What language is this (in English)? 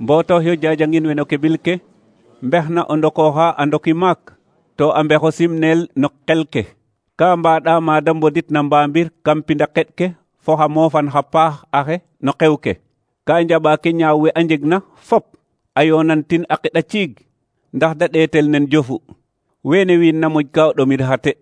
Serer